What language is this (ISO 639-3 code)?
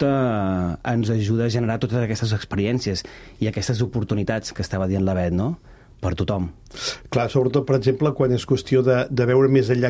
cat